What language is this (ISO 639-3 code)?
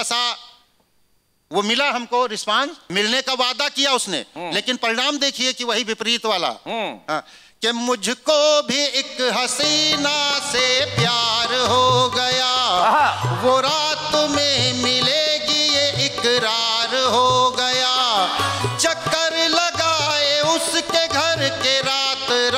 hin